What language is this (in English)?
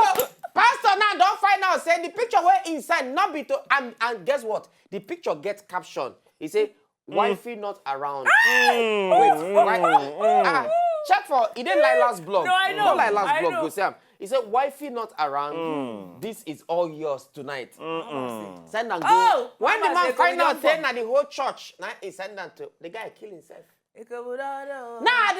Nigerian Pidgin